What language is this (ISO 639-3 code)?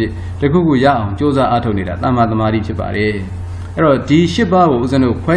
mya